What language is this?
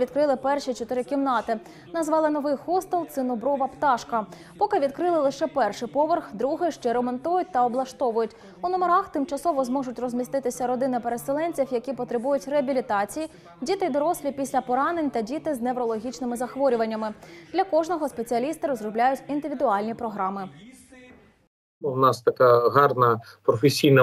Ukrainian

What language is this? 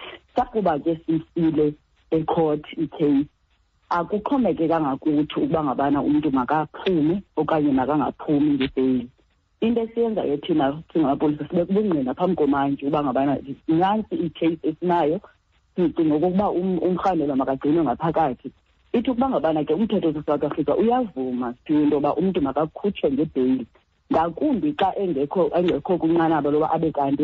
Xhosa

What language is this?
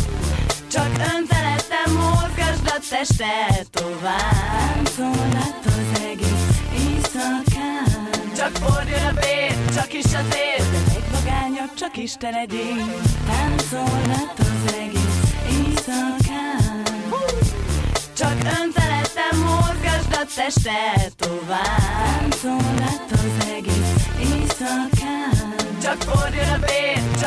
Hungarian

